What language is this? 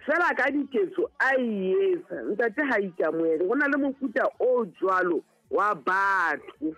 Southern Sotho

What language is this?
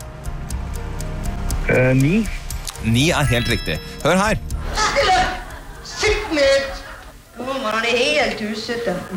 Norwegian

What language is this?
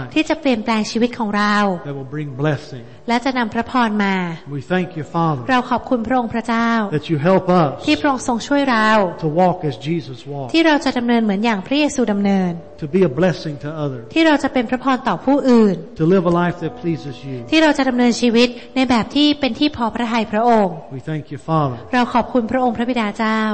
Thai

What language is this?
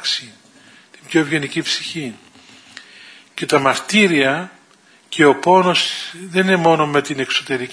Greek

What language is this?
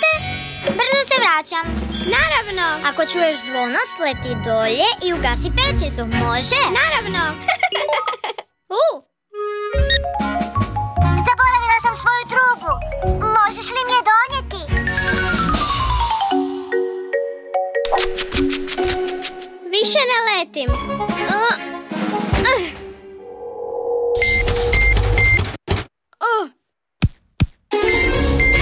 Croatian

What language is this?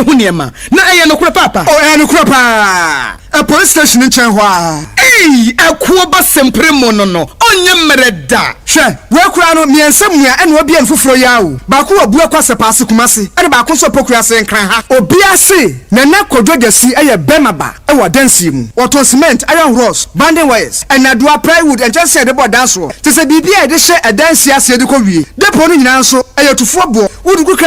Akan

